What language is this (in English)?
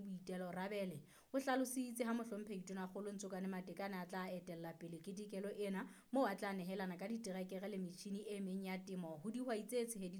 Southern Sotho